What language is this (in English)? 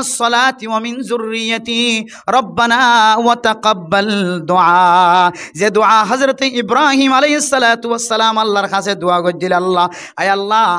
Rohingya